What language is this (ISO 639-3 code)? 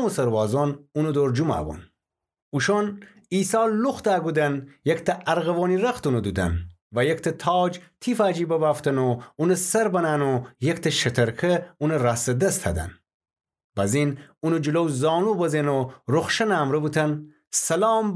glk